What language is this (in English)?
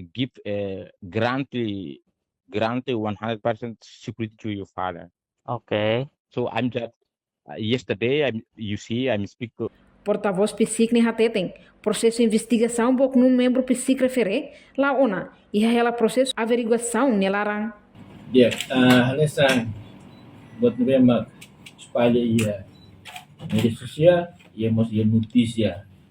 Tetum